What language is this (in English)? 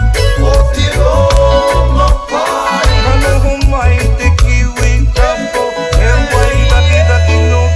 Māori